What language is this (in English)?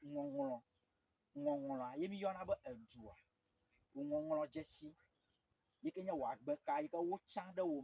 Ewe